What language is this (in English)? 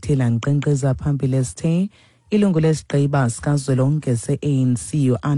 Xhosa